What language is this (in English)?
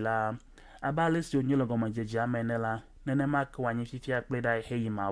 Ewe